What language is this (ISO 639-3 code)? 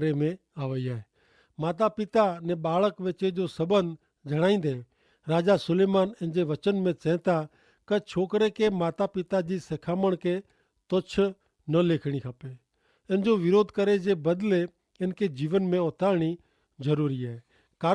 kfr